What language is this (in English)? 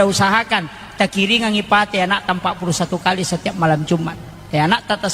Buginese